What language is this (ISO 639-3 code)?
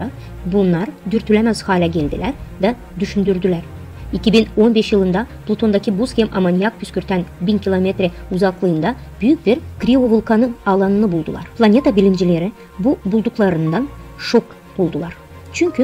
gag